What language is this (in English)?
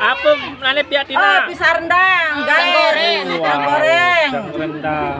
Sasak